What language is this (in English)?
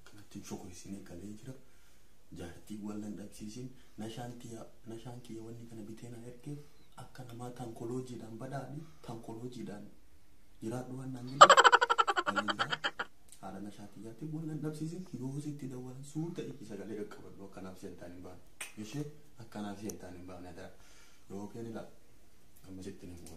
Oromo